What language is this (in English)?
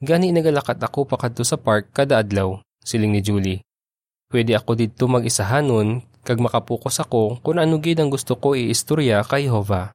Hiligaynon